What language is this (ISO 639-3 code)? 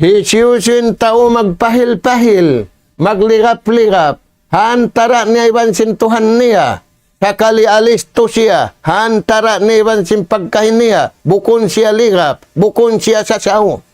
tsg